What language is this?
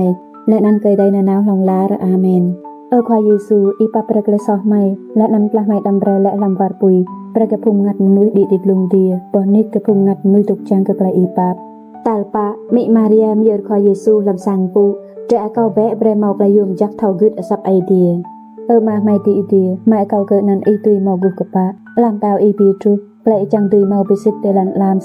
Rade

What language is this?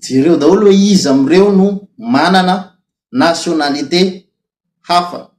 Malagasy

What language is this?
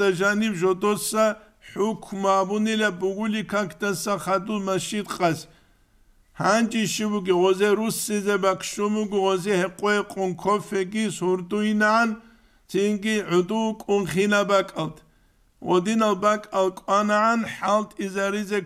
Avaric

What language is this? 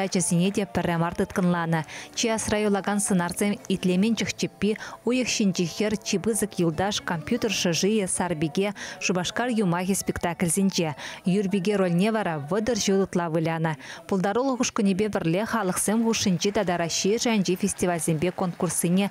Chuvash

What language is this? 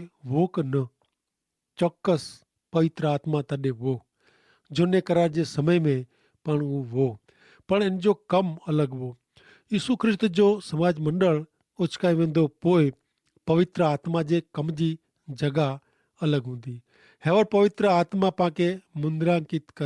Kachhi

